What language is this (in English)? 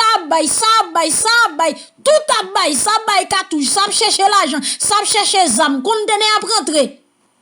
Haitian Creole